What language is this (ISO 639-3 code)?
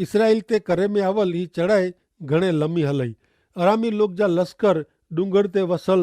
kfr